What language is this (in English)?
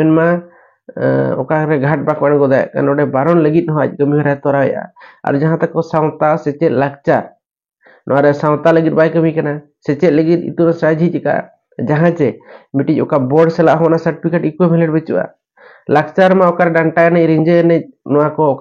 Santali